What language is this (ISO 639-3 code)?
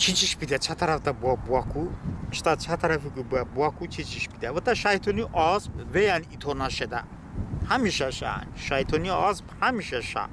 tly